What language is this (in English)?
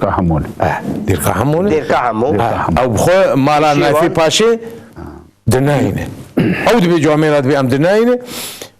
Kurdish